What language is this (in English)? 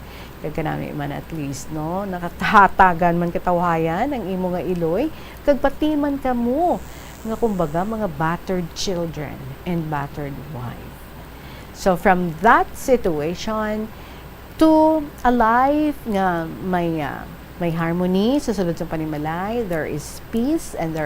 Hiligaynon